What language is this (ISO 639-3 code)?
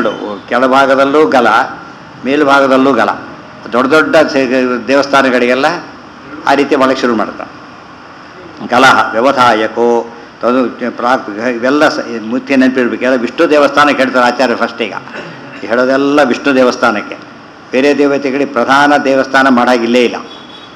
kan